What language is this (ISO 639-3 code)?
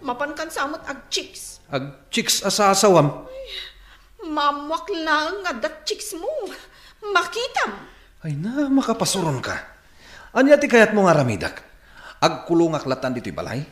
ilo